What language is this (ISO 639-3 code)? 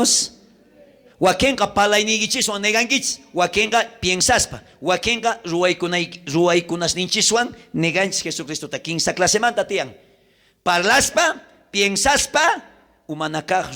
quh